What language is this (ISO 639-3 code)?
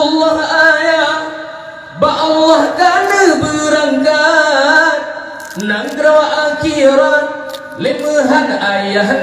ace